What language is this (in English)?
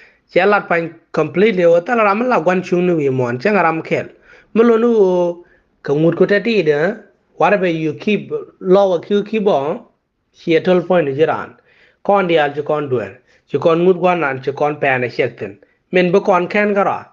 Nuer